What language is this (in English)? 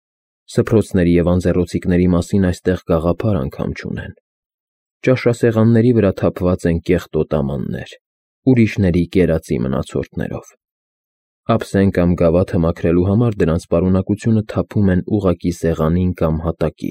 Armenian